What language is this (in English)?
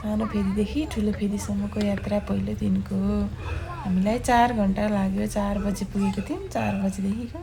Nepali